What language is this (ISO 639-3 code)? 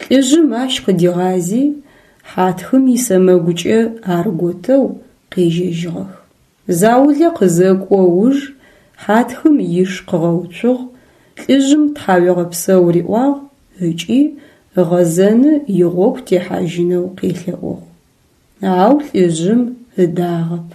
ady